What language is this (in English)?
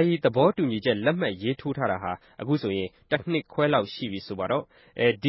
Burmese